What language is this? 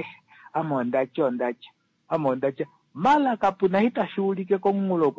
Kuanyama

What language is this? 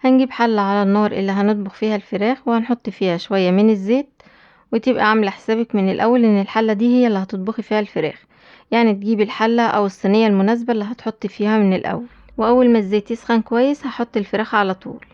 Egyptian Arabic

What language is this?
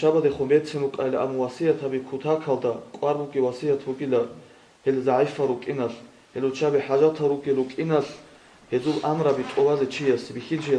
Avaric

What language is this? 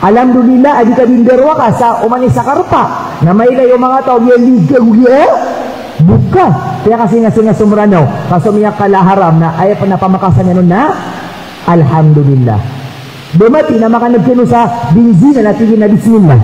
Maranao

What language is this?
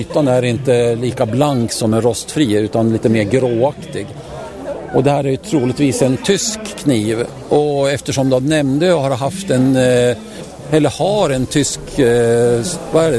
Swedish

